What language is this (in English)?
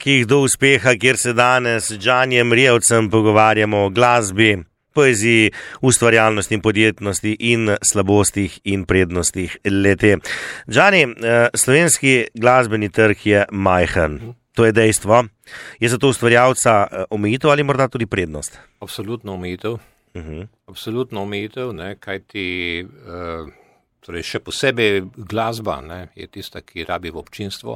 Slovenian